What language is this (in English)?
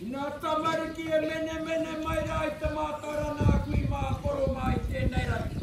Māori